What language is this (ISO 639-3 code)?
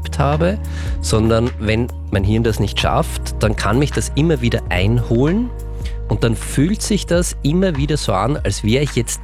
deu